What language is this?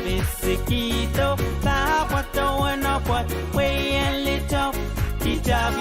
Pohnpeian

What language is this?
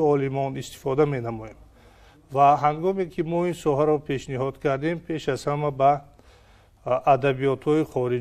Tajik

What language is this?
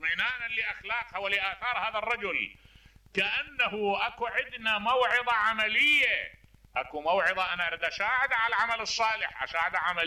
Mesopotamian Arabic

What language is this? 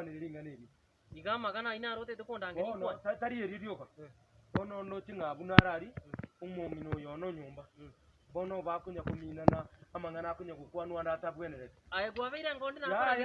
Gusii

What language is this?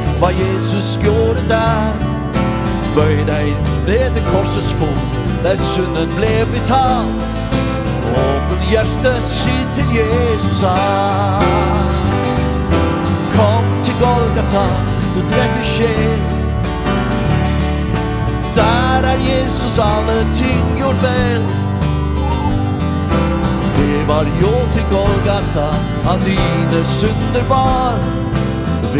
Norwegian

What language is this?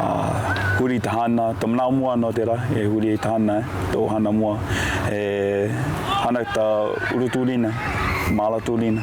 Hawaiian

